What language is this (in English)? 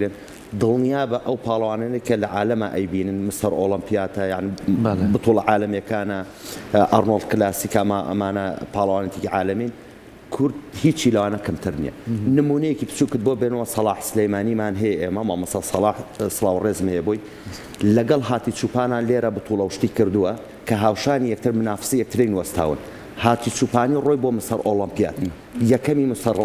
Central Kurdish